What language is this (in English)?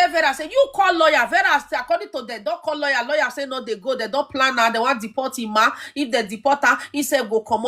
Nigerian Pidgin